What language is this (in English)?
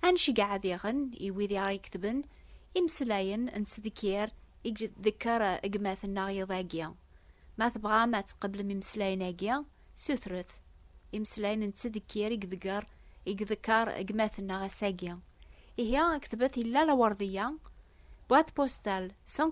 Kabyle